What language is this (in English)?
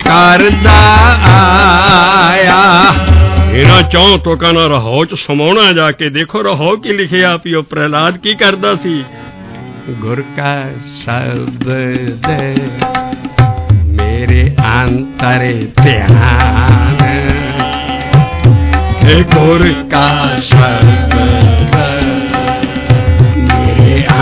Punjabi